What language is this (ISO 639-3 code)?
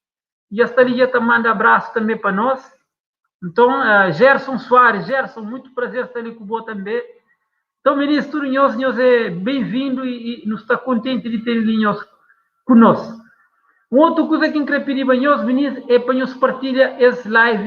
kea